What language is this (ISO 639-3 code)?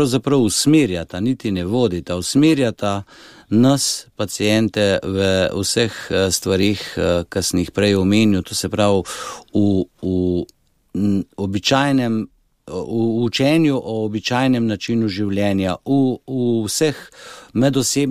slv